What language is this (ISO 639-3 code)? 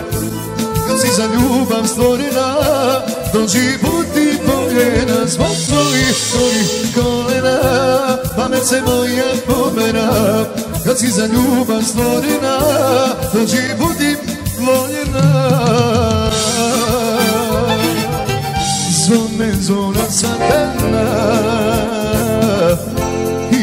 srp